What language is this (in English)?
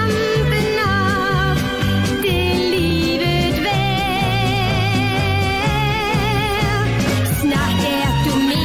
Danish